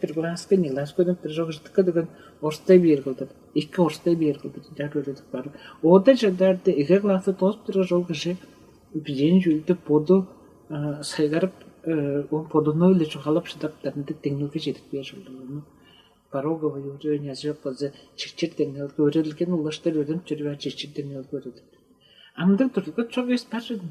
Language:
Tuvinian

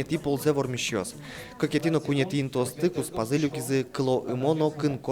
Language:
Udmurt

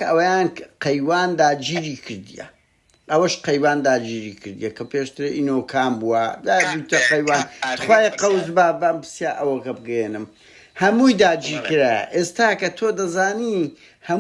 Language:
Central Kurdish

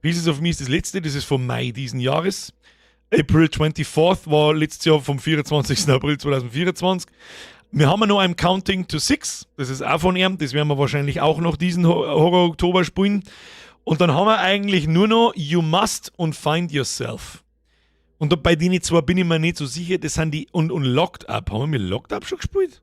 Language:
Bavarian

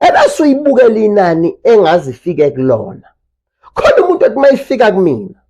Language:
Zulu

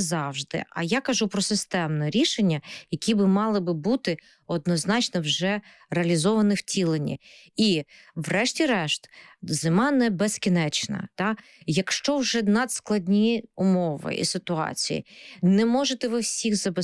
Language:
Ukrainian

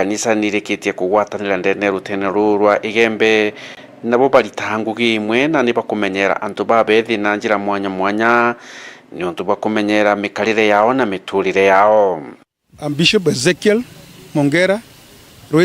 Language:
Meru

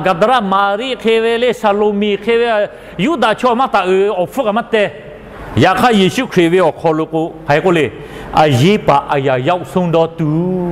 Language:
Lahu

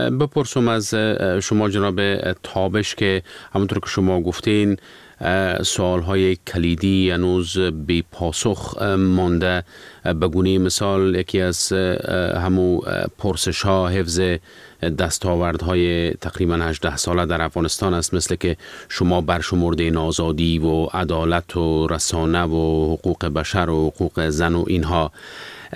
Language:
Persian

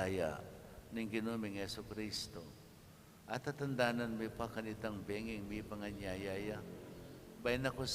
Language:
Pampanga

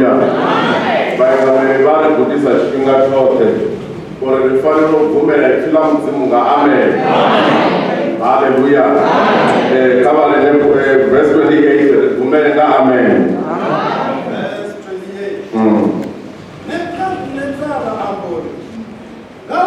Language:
Venda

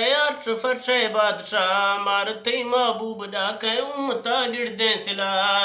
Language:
Eastern Balochi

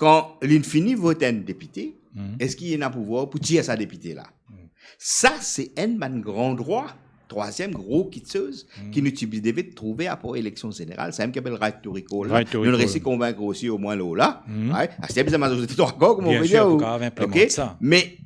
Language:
Morisyen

